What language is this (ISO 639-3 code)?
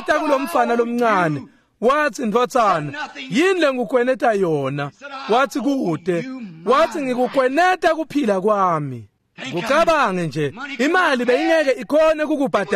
ssw